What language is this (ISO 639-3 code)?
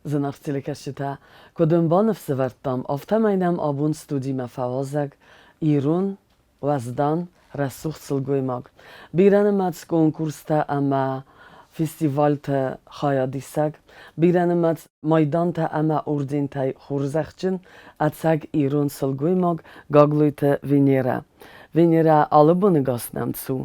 oss